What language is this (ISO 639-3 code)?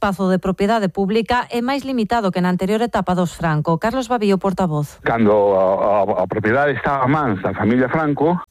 glg